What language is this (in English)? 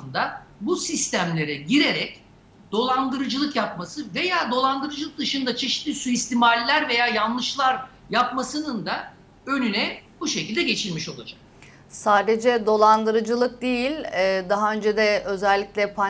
Turkish